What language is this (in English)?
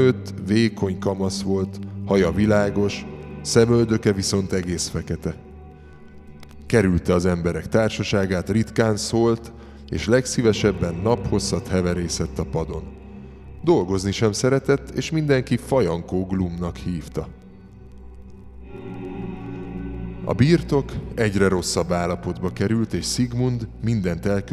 Hungarian